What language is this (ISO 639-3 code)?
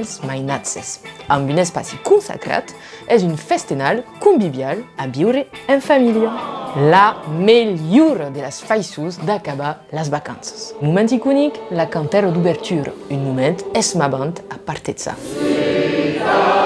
oci